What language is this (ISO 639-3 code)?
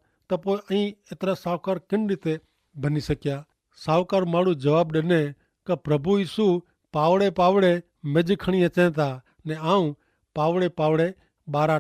kfr